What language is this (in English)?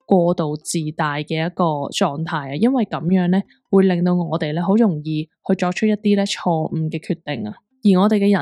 Cantonese